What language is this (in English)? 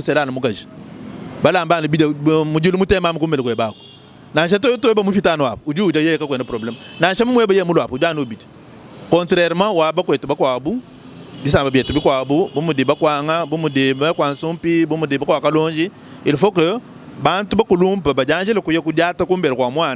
Luba-Lulua